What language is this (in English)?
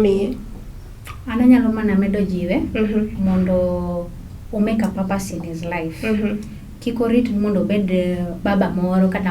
Luo (Kenya and Tanzania)